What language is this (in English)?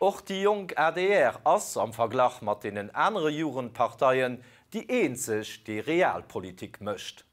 Luxembourgish